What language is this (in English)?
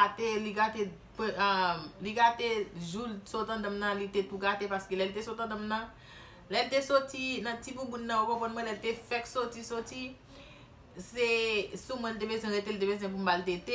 Haitian Creole